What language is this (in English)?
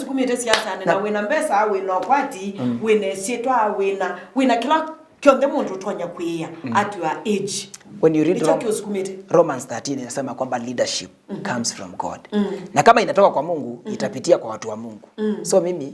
Kamba